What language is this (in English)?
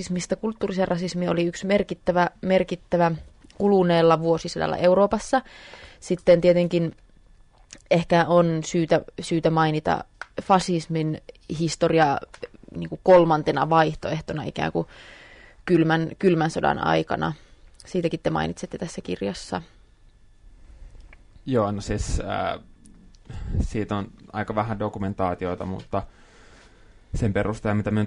Finnish